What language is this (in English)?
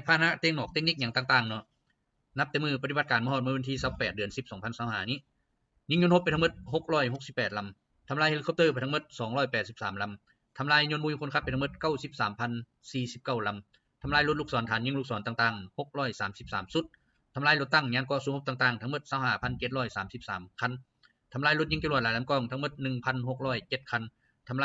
Lao